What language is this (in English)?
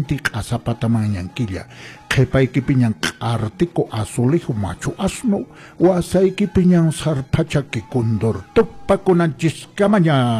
Quechua